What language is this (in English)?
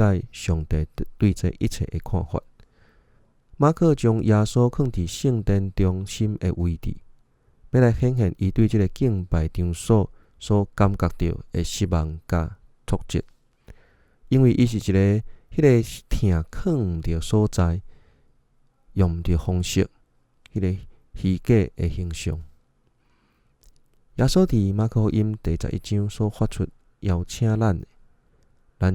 Min Nan Chinese